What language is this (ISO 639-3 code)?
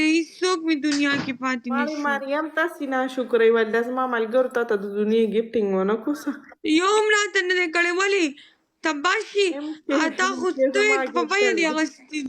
pus